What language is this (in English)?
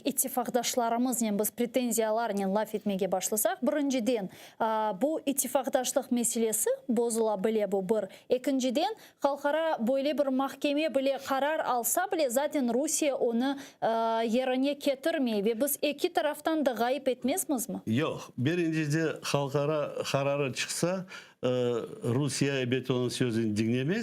Crimean Tatar